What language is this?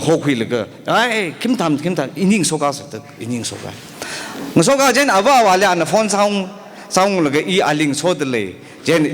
Tangkhul Naga (India)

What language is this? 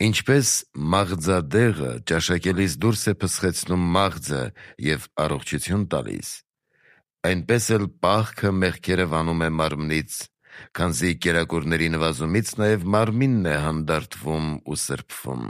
Armenian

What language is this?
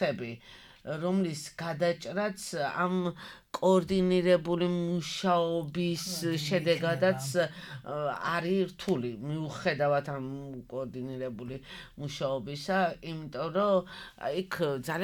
Georgian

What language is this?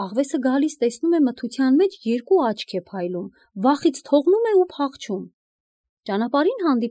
Armenian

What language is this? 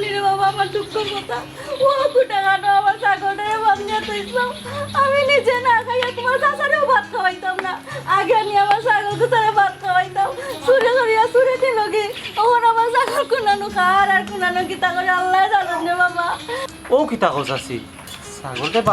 Sylheti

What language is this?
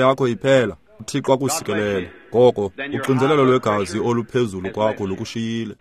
Xhosa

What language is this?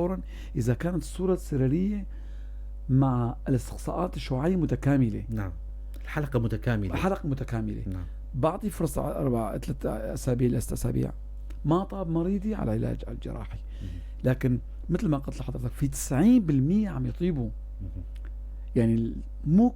North Levantine Arabic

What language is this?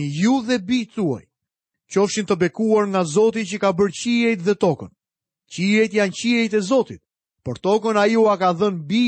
Albanian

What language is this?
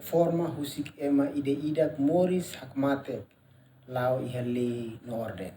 Tetum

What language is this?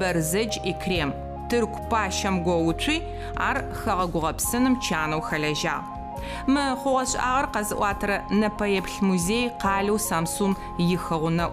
Adyghe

